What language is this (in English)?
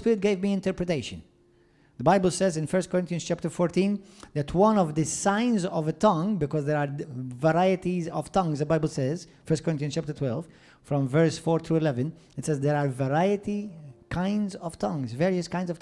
English